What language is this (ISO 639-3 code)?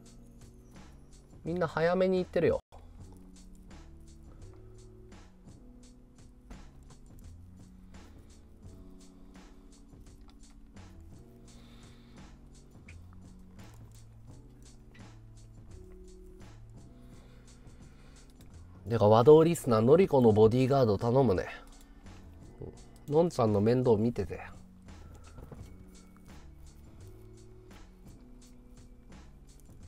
jpn